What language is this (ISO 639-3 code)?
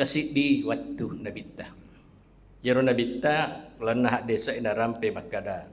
bug